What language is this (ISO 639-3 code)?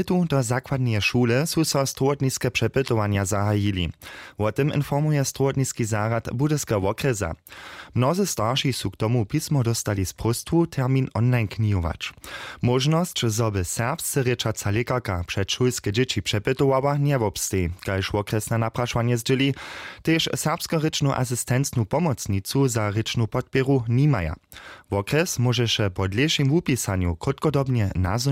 hsb